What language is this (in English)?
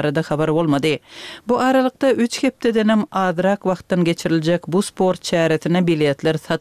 Turkmen